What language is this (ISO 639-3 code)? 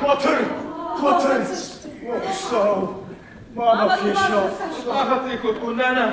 oss